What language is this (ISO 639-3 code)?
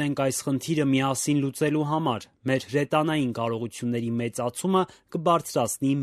hye